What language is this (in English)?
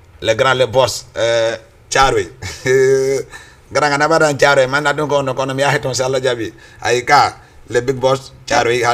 Fula